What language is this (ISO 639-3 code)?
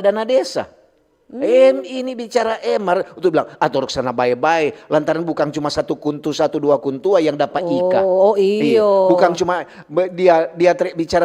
xmm